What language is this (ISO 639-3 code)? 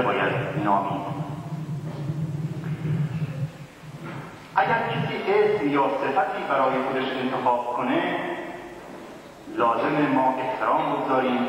fas